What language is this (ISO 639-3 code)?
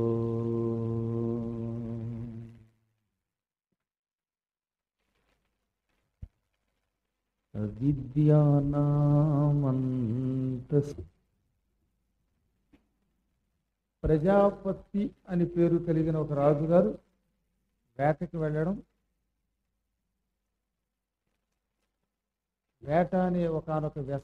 tel